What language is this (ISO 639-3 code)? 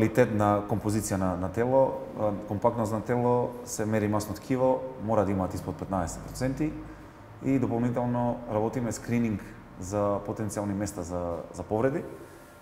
mkd